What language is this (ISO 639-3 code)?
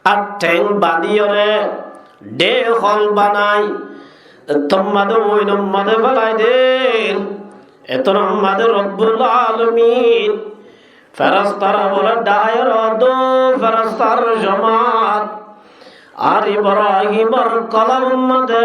rhg